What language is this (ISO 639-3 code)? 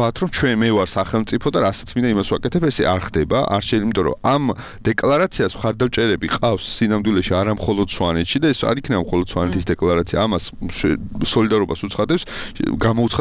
kat